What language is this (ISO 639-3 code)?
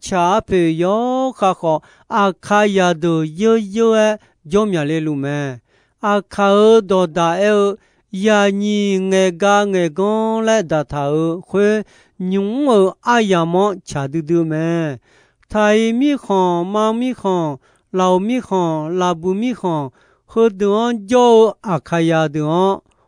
ahk